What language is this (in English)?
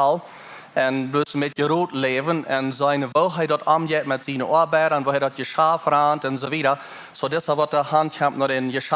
Plautdietsch